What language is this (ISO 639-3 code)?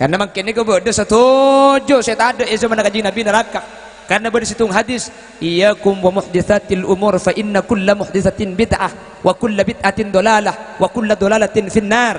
mad